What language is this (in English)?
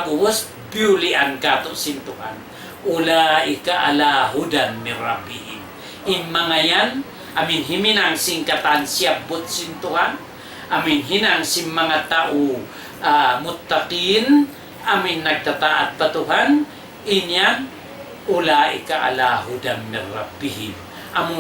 Tausug